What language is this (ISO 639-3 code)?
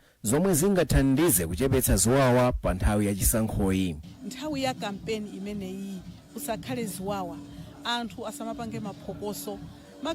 nya